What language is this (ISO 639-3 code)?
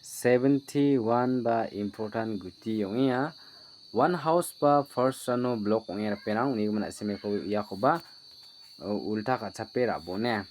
grt